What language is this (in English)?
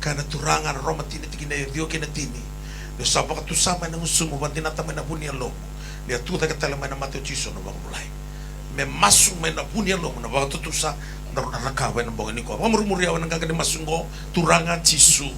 Fijian